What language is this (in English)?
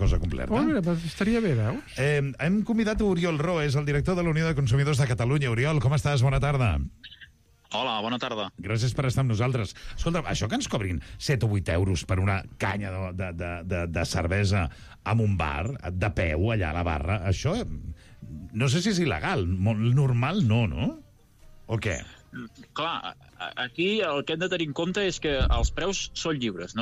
Catalan